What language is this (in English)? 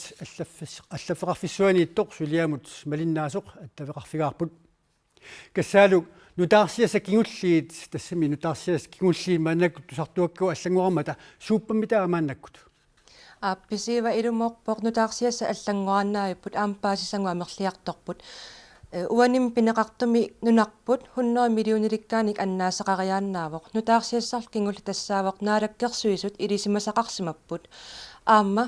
Kalaallisut